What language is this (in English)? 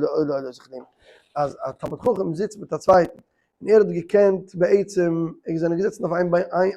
Yiddish